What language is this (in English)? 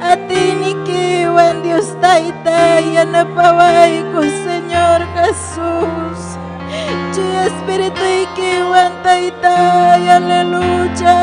Ayacucho Quechua